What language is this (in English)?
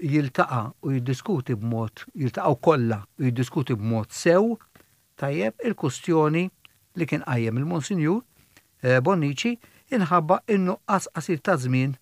Maltese